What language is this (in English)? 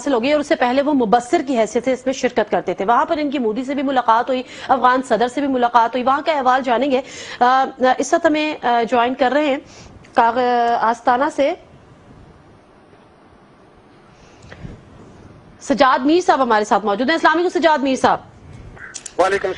Urdu